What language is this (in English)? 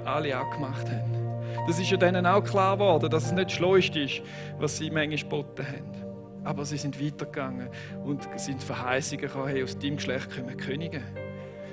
Swiss German